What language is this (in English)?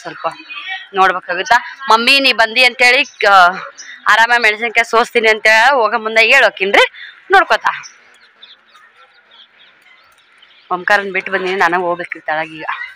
Kannada